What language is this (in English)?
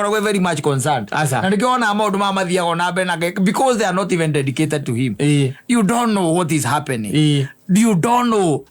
Kikuyu